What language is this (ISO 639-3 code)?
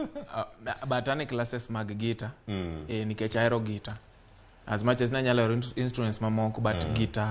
luo